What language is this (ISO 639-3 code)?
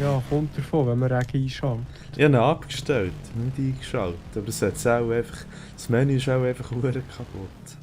gsw